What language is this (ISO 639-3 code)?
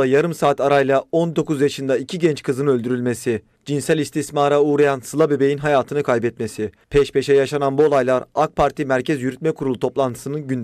tur